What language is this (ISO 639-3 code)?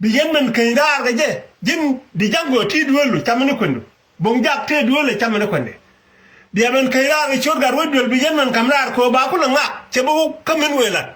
nus